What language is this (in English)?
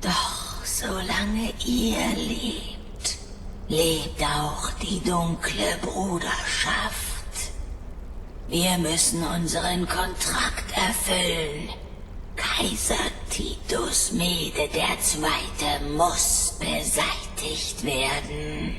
Bavarian